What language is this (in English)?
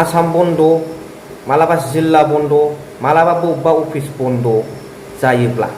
Bodo